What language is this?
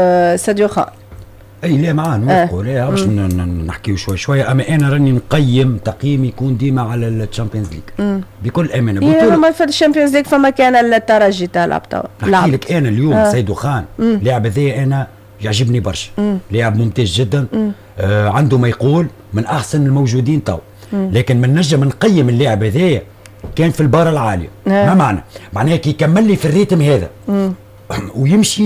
Tunisian Arabic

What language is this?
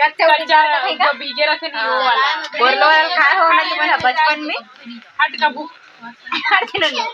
Chhattisgarhi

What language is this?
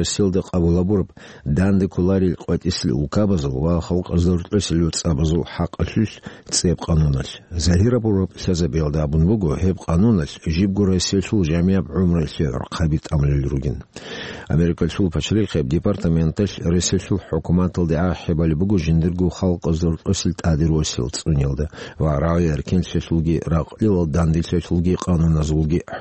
Avaric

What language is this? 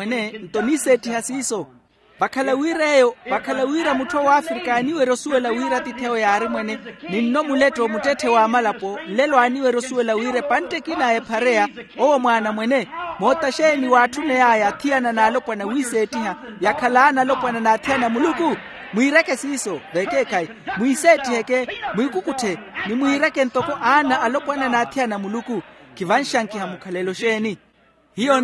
Makhuwa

